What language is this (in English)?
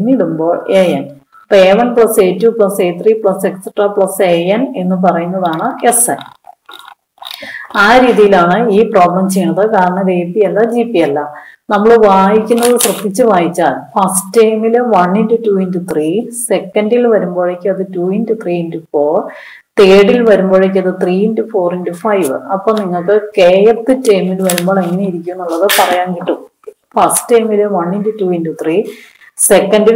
Malayalam